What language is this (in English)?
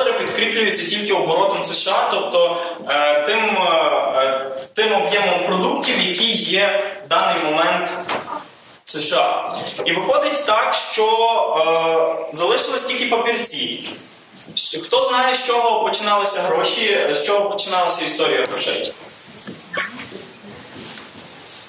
Ukrainian